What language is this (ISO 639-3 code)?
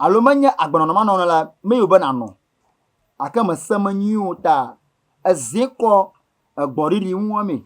ewe